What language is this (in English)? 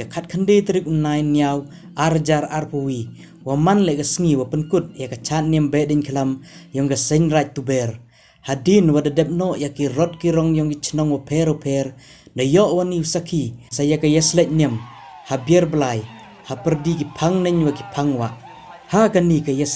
Khasi